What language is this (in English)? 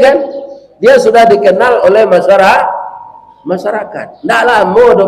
Minangkabau